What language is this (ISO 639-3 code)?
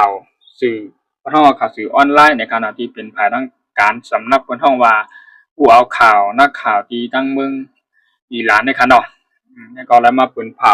shn